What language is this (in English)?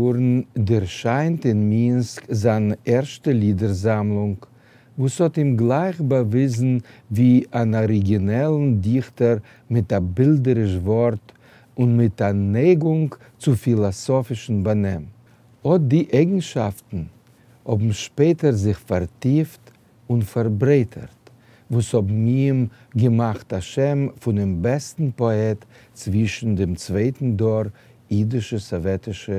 Yiddish